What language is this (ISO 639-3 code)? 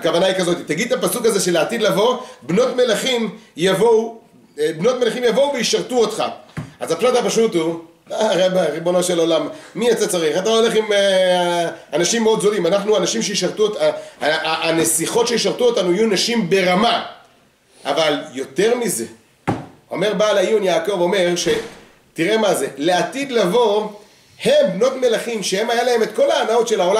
heb